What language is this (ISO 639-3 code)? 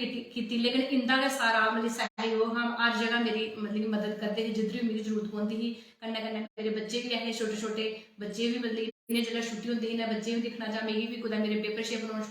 doi